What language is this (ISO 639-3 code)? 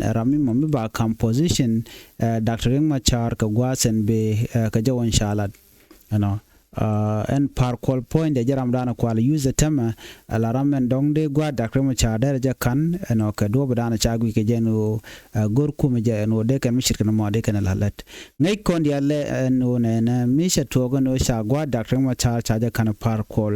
nus